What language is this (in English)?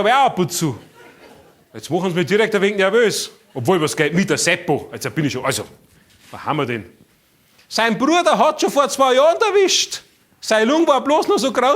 Bavarian